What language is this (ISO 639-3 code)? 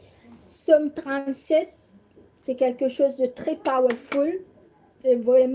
mfe